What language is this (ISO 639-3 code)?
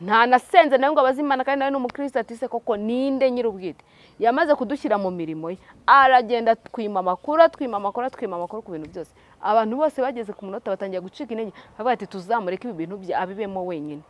kin